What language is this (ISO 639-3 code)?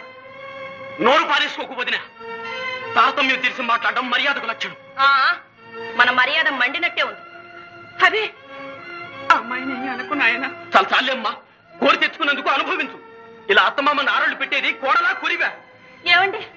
tel